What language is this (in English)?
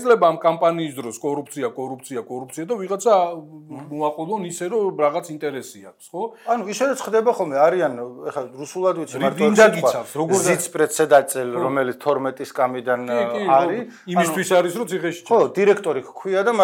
Georgian